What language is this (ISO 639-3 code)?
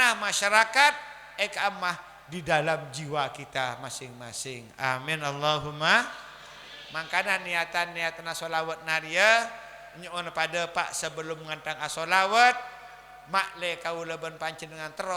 mad